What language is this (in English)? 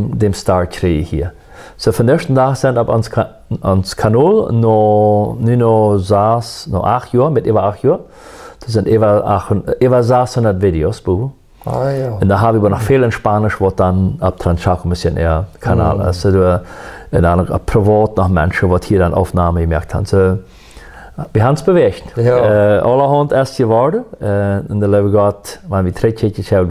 Plautdietsch